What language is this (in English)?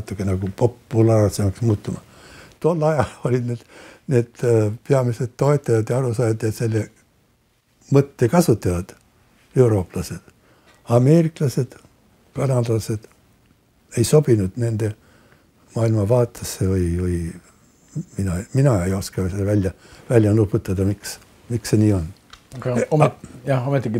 Estonian